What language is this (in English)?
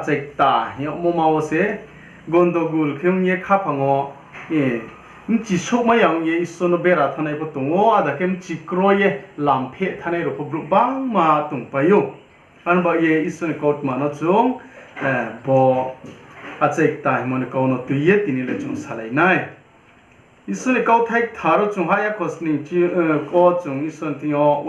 Riang (India)